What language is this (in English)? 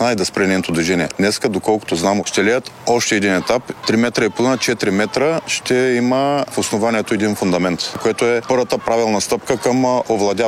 Bulgarian